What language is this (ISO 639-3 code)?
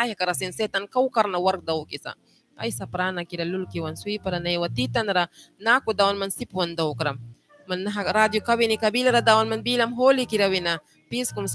miq